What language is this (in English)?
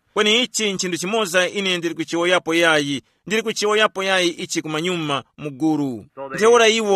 Tumbuka